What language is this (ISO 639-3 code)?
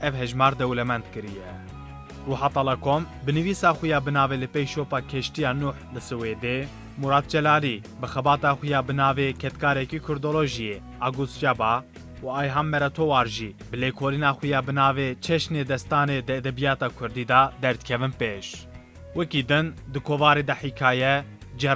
kur